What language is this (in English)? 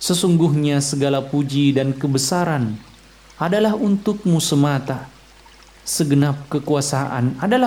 Indonesian